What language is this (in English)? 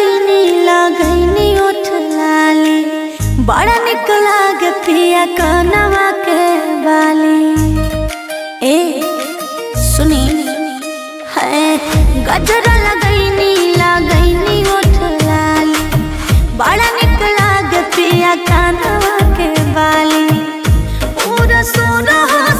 Bhojpuri